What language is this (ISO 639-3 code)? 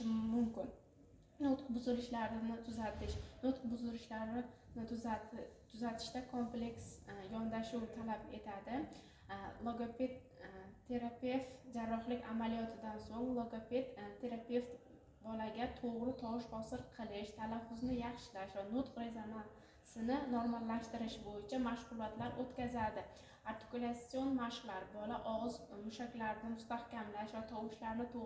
uzb